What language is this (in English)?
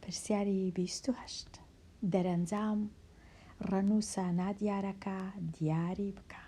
Central Kurdish